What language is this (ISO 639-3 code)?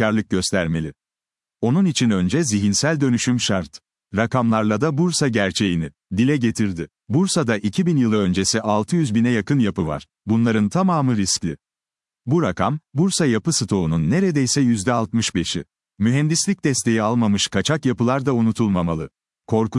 tur